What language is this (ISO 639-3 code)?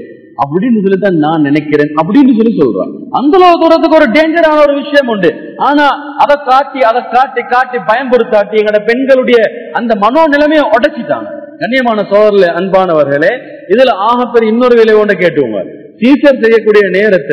tam